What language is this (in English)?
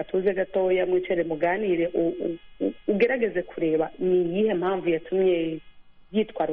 Kinyarwanda